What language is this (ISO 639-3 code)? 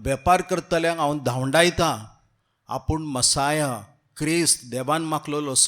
kok